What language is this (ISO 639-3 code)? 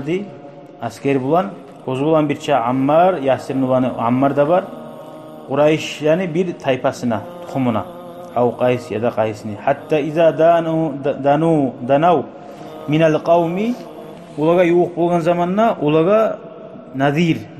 kum